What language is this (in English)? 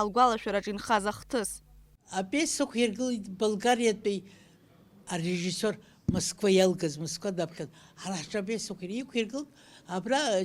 Abkhazian